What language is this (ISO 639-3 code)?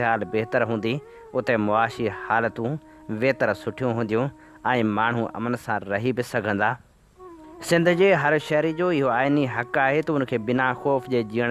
snd